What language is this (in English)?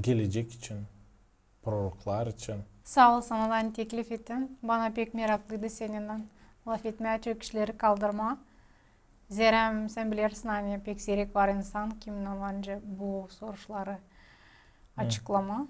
Gagauz